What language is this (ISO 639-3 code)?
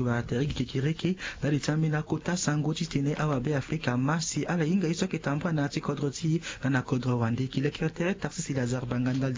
sag